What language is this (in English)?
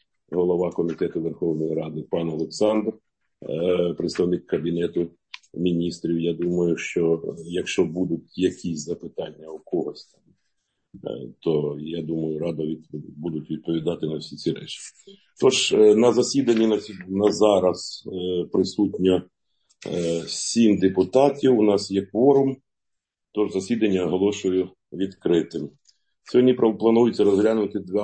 Ukrainian